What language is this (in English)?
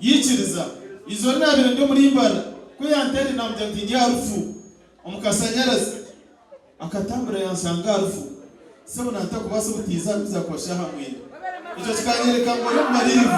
Nyankole